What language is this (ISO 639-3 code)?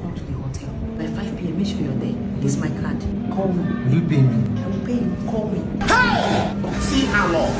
pcm